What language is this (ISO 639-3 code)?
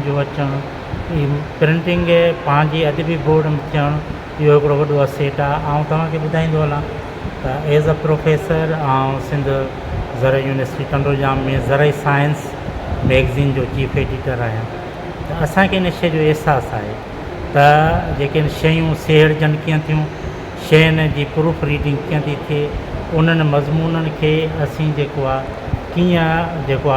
snd